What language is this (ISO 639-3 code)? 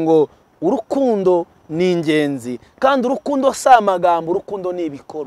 kin